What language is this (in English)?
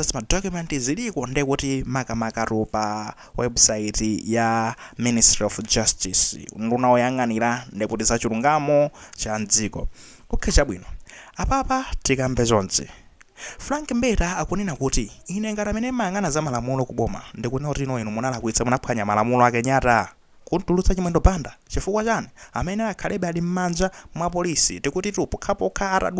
Nyanja